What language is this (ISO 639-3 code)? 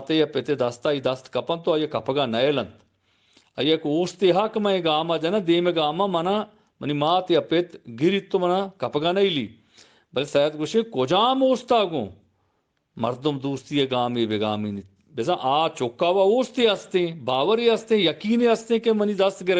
bgp